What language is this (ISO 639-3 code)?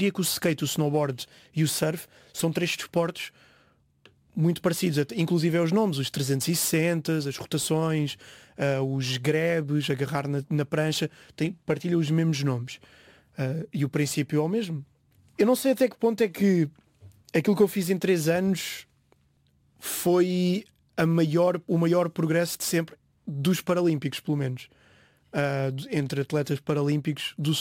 por